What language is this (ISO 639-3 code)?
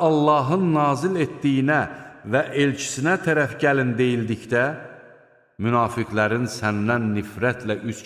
aze